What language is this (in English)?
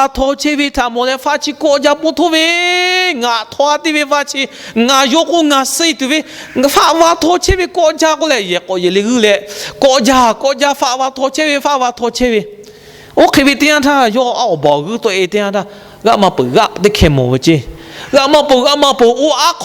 Lahu